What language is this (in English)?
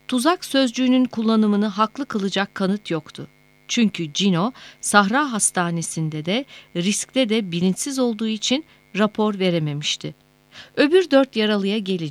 Turkish